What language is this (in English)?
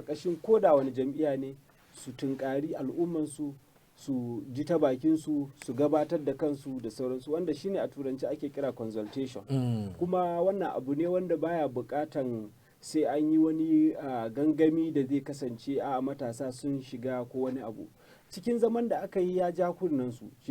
Hausa